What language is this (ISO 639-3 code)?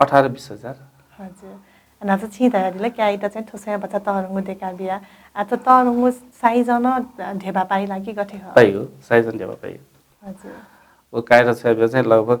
new